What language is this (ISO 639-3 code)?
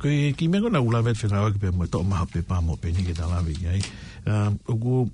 ton